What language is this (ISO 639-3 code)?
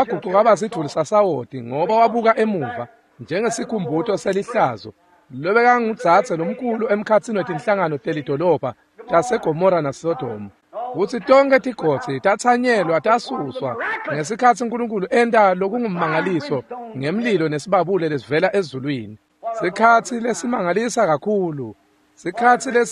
ssw